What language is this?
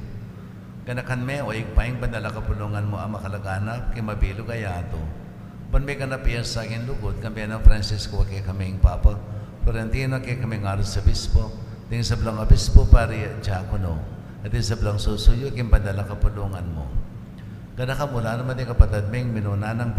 Pampanga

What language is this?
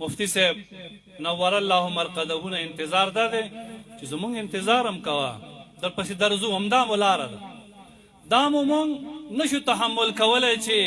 Pashto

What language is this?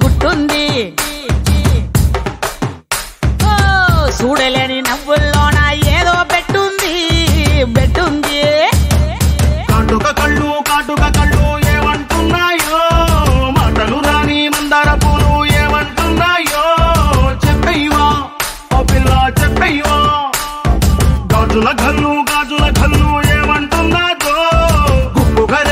Telugu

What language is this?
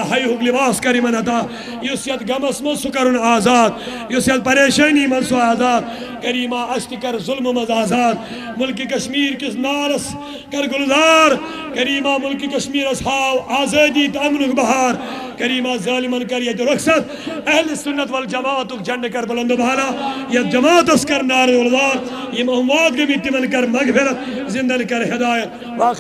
Kashmiri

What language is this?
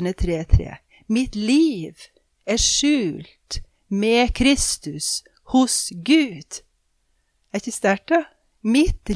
Norwegian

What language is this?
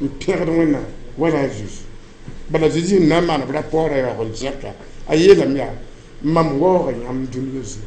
Mossi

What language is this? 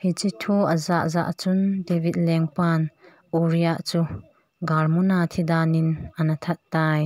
Thado Chin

